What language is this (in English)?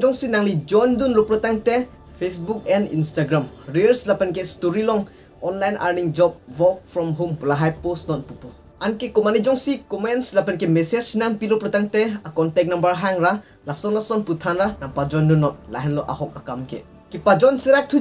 Karbi